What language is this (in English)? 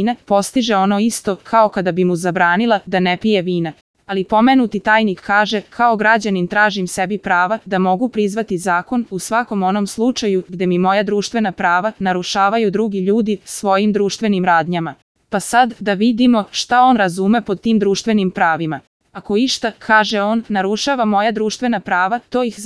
Serbian